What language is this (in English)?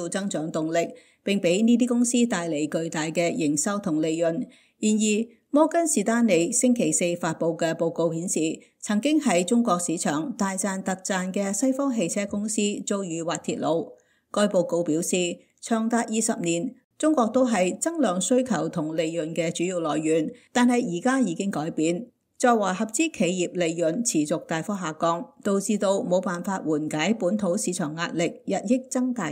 Cantonese